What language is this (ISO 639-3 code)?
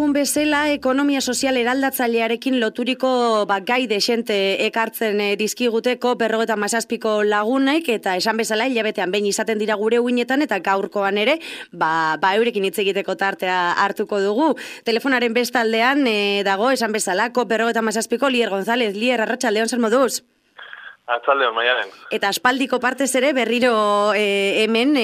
eus